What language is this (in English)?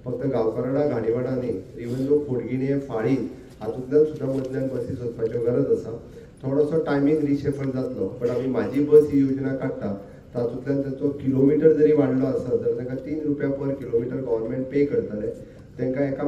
Konkani